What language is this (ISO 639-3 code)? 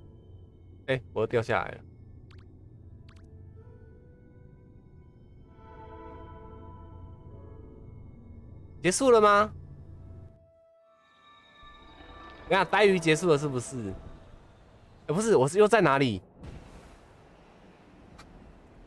zho